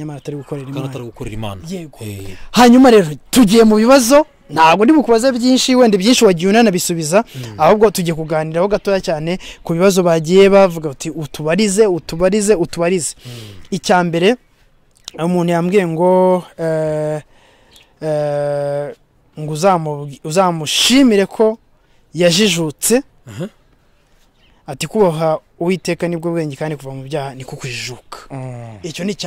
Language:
Kinyarwanda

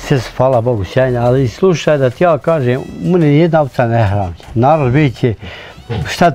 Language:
Bosnian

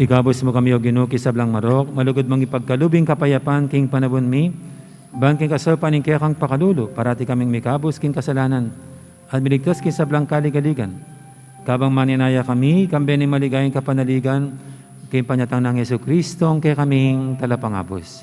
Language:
Pampanga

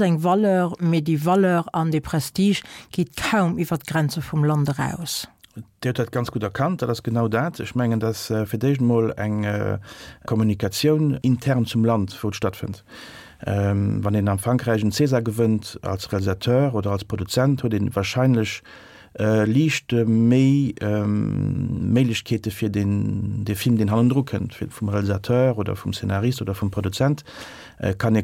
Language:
Luxembourgish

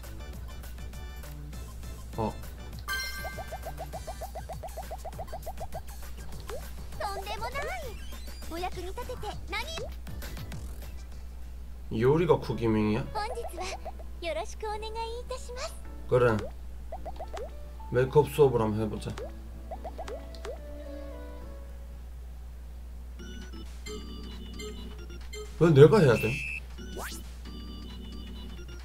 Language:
Korean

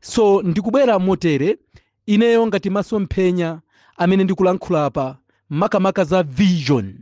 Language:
Nyanja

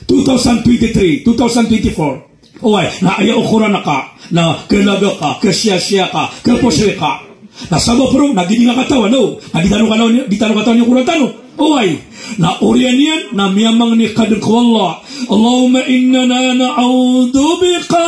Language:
Maranao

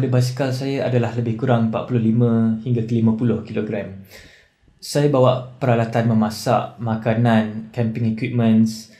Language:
Malay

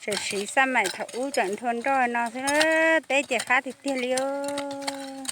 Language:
Hmong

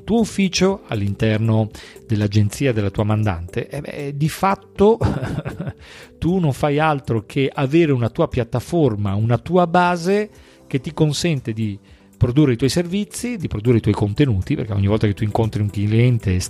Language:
Italian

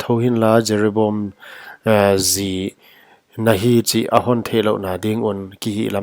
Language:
Paite Chin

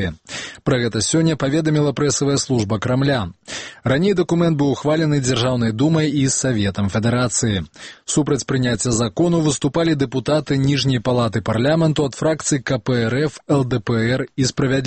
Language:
Belarusian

